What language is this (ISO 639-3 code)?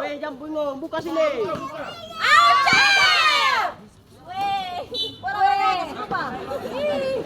abs